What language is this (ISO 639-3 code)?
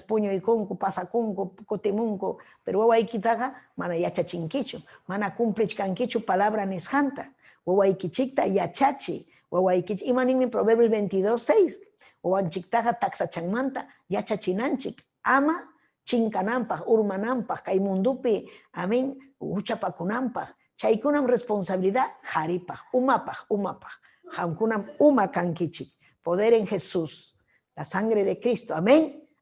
quy